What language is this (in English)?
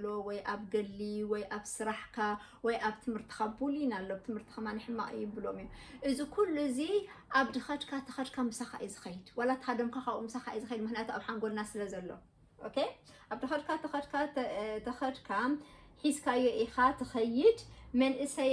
Tigrinya